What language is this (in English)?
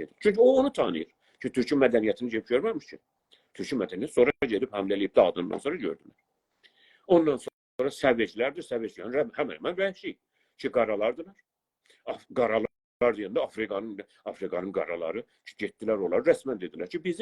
South Azerbaijani